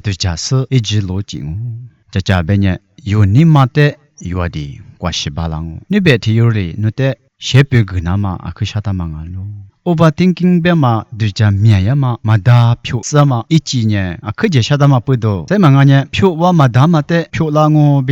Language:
Lisu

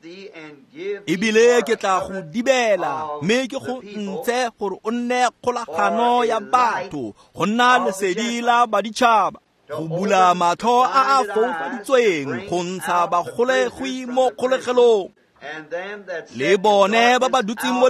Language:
Tswana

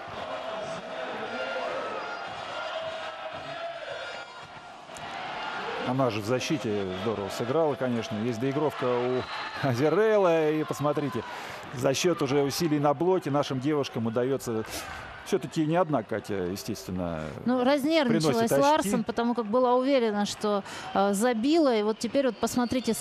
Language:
Russian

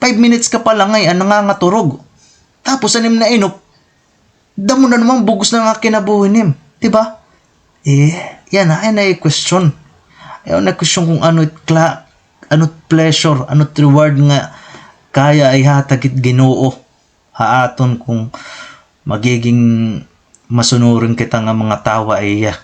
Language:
Waray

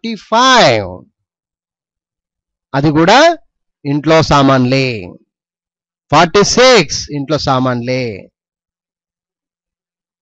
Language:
Telugu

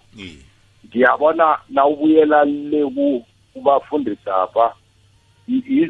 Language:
South Ndebele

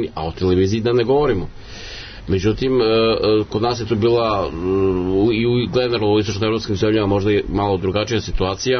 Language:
Serbian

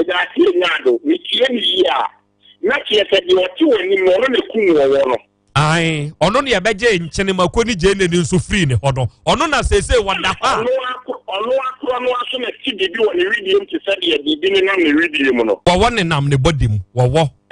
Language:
Akan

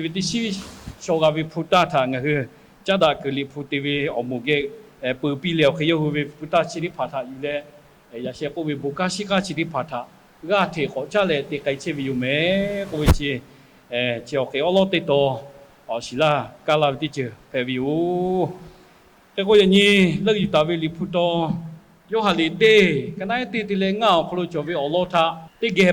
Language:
Lahu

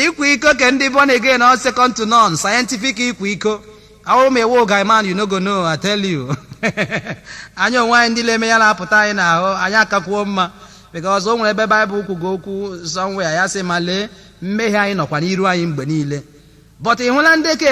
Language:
Igbo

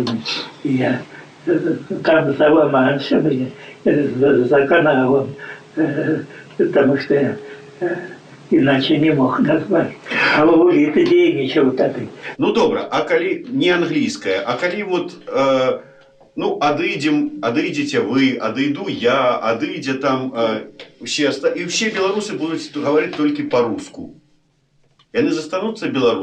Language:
Belarusian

